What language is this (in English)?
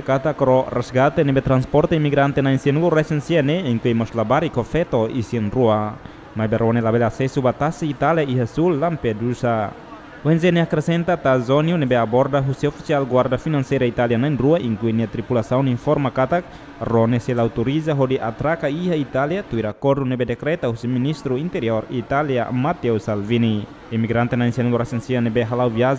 Tetum